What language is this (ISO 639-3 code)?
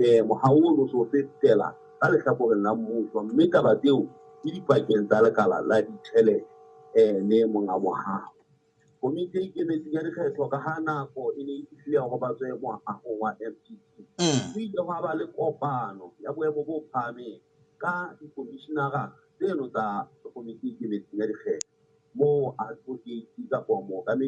sot